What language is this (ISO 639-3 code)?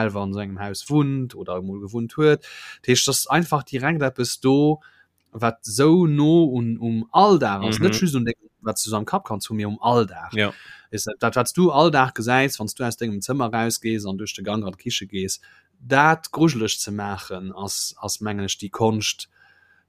ltz